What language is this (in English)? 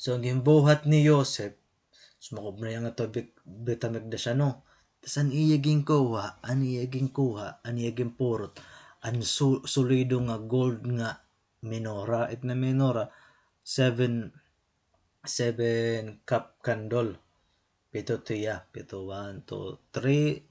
Waray